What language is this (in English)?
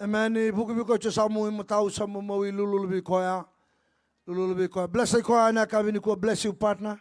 Fijian